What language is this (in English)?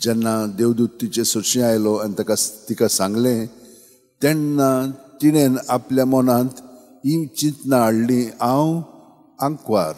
Konkani